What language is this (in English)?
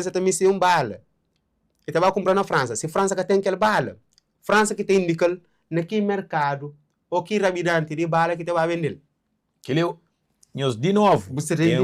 Kabuverdianu